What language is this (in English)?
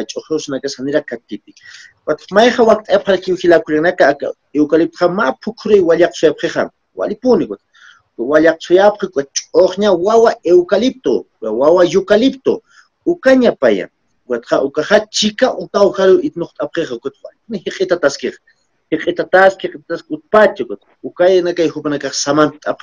Aymara